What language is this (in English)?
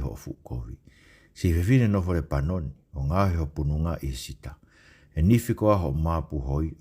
Tongan